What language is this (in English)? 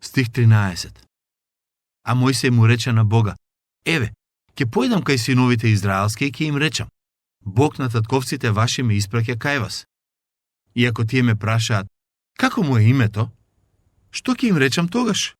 Macedonian